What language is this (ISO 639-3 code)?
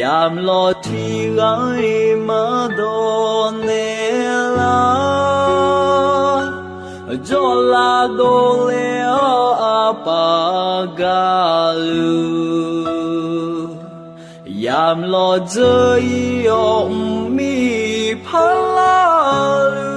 ahk